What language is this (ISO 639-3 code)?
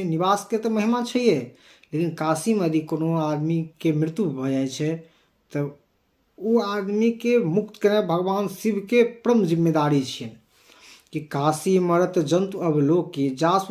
mai